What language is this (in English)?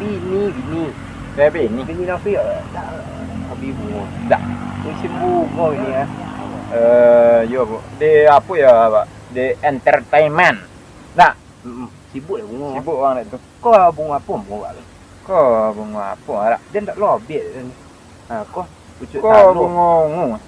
Minangkabau